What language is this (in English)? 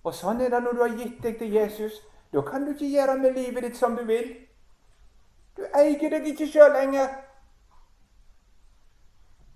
Norwegian